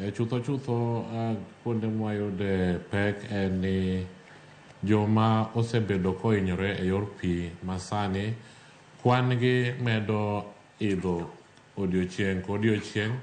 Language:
Luo (Kenya and Tanzania)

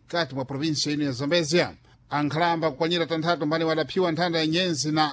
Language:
Sena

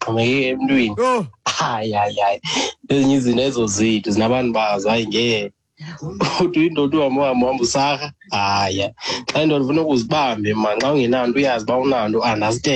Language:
Xhosa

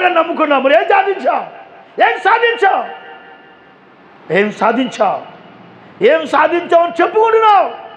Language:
Telugu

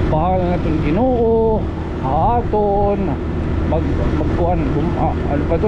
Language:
Waray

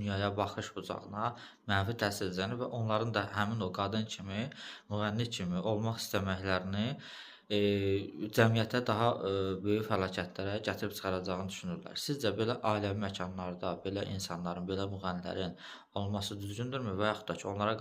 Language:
Azerbaijani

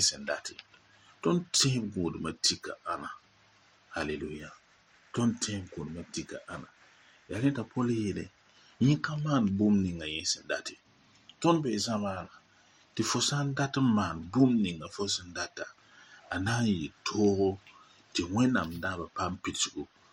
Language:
Mossi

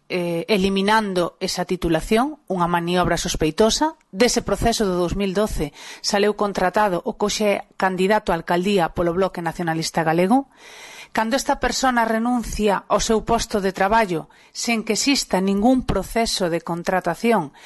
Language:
Galician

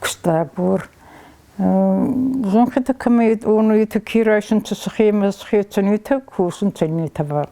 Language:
Ossetic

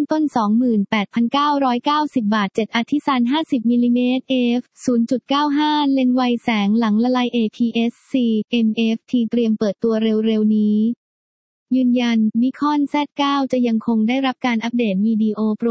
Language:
Thai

